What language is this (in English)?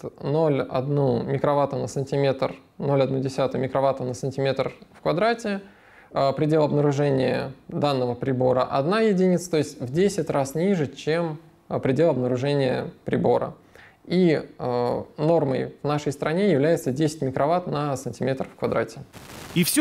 Russian